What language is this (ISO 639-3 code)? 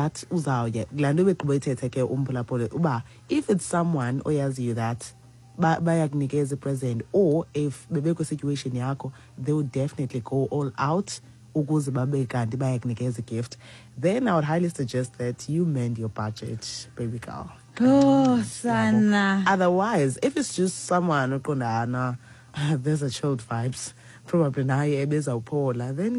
xho